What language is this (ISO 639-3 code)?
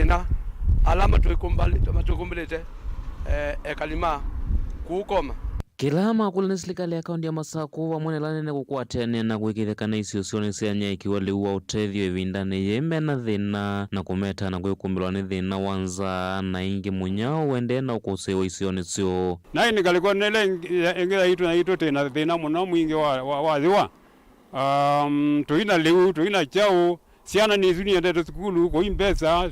kam